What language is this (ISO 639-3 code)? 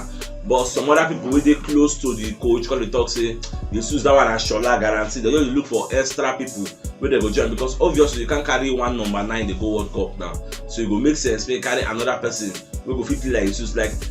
pcm